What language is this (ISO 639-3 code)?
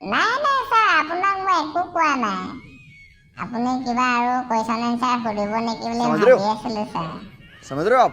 asm